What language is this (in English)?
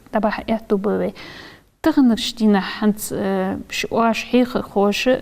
Ingush